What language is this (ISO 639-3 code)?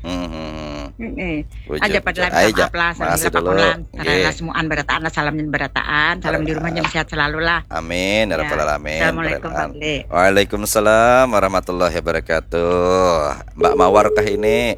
bjn